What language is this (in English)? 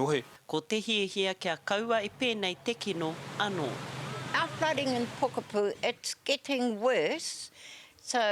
Māori